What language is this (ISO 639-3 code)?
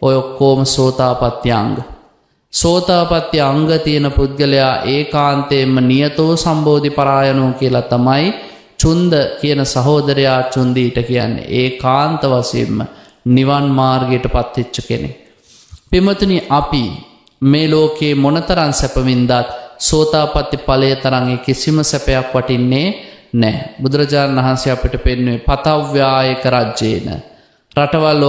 sin